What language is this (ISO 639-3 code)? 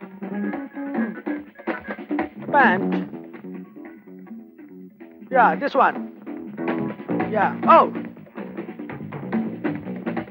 mar